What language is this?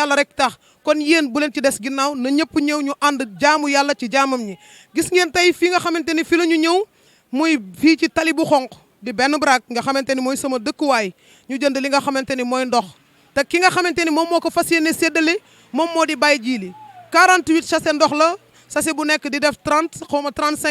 Wolof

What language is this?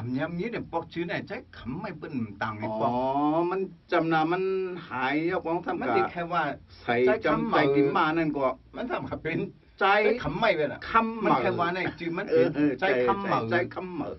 Shan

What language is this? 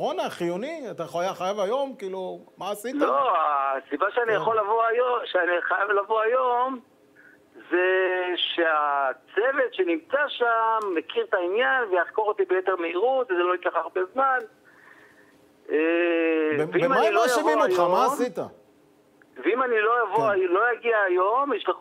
Hebrew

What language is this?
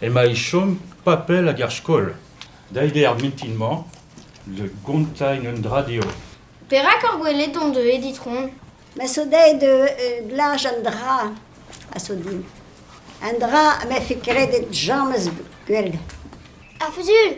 Breton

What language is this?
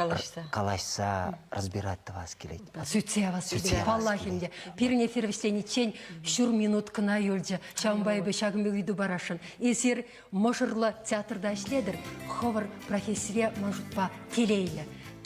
Chuvash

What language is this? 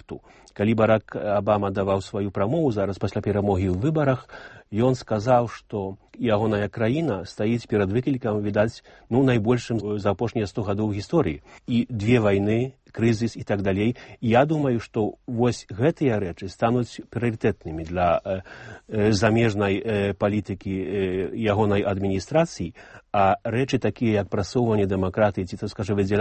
Belarusian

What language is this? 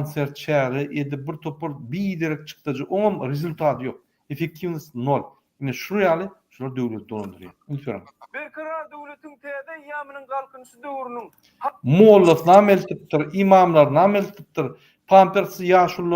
Turkmen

